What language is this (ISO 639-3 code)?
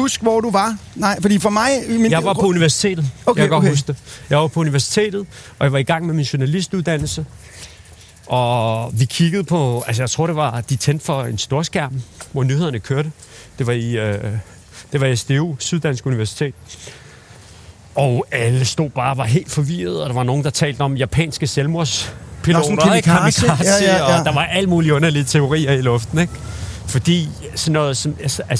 dan